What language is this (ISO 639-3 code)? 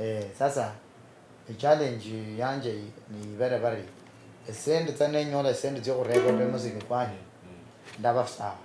luy